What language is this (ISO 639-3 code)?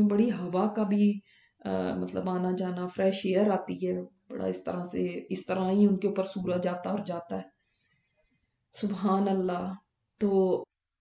urd